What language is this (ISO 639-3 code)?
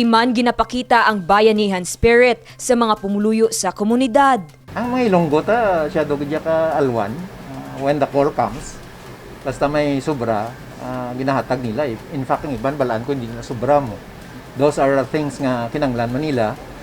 hil